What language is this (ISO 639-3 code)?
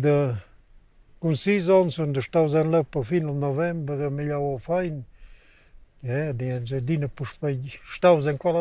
roh